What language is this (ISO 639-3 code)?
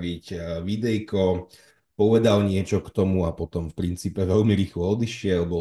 slk